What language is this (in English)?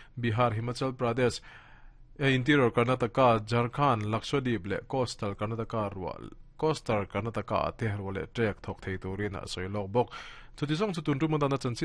Mizo